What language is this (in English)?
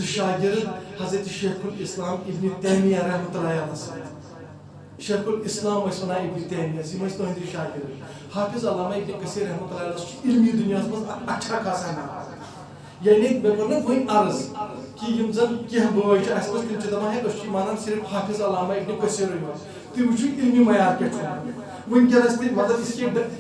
Kashmiri